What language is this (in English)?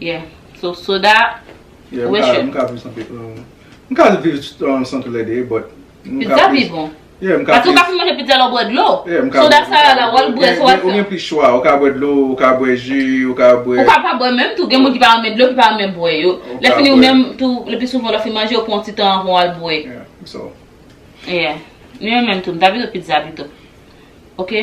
Haitian Creole